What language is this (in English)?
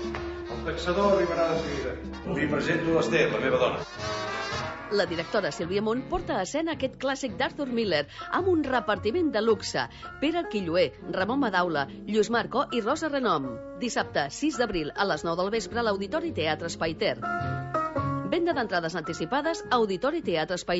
Catalan